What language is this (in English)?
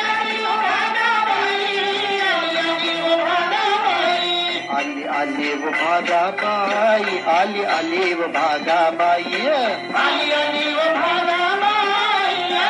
Marathi